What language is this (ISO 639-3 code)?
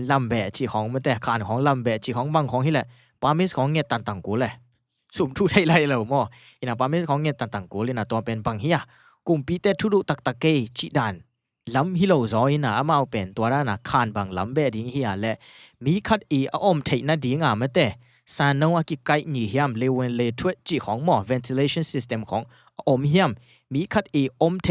ctd